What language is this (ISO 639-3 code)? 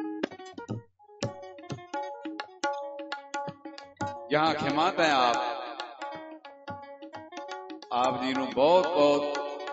pan